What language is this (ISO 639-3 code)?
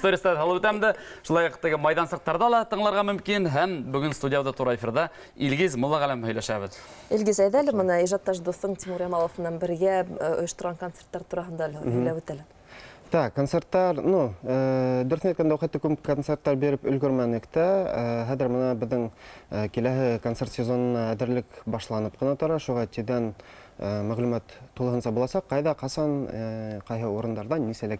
bak